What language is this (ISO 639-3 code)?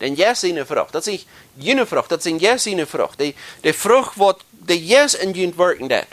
pdt